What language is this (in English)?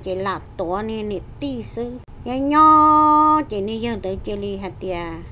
Hmong